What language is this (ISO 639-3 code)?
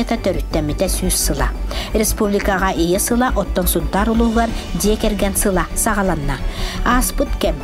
sah